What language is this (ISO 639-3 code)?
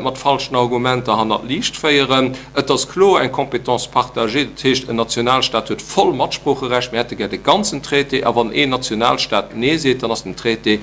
ltz